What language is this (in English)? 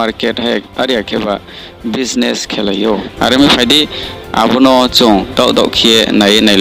Riang (India)